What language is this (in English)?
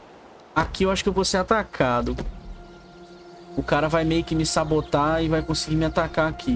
Portuguese